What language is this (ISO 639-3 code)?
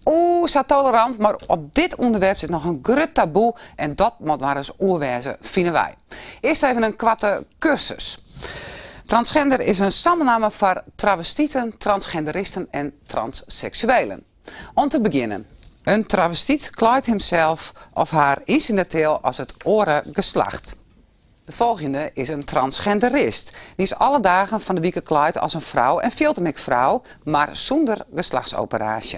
fry